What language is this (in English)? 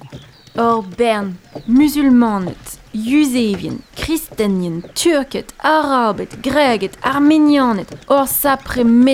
Breton